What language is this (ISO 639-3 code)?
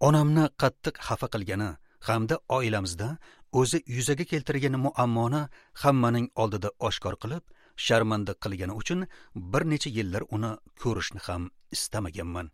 uzb